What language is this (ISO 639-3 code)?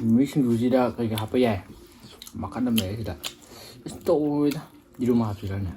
mni